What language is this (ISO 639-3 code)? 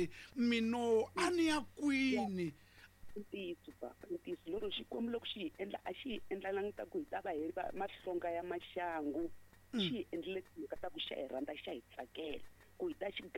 tso